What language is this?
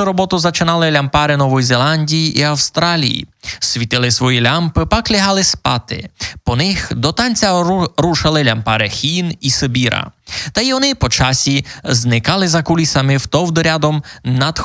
Rusyn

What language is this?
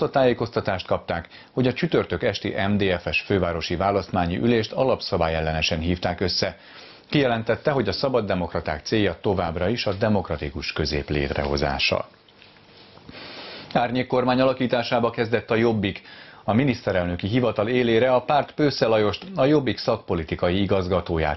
Hungarian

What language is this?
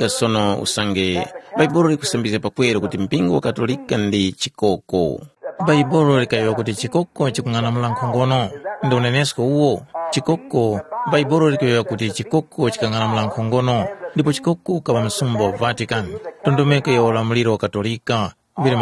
Tumbuka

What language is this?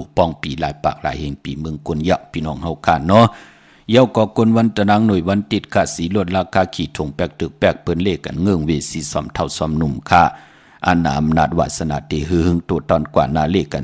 Shan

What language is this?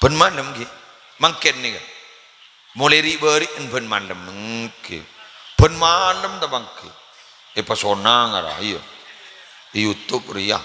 Madurese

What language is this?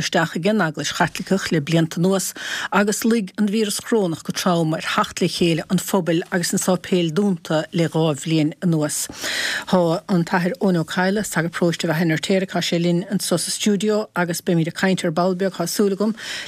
Irish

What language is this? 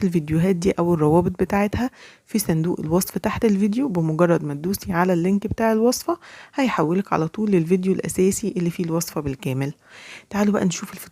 Egyptian Arabic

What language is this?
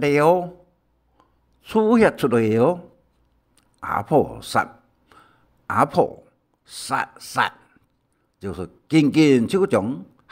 Hakka Chinese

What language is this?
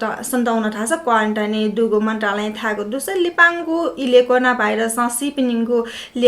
Newari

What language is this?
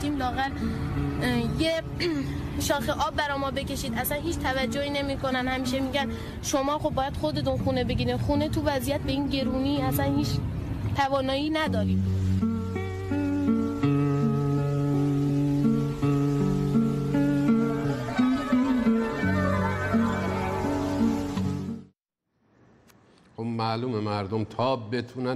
Persian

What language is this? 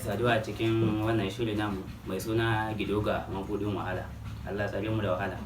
Hausa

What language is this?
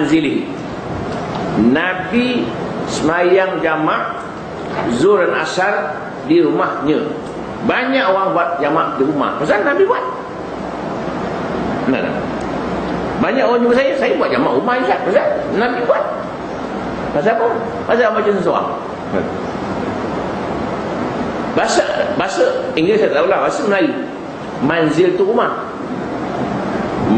Malay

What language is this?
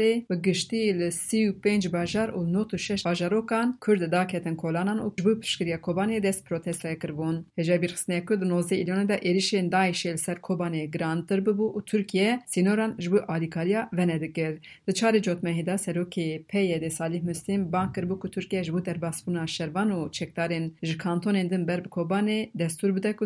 Kurdish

